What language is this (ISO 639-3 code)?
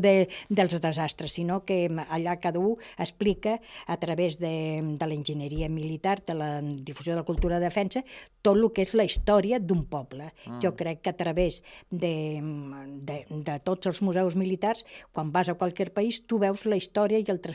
cat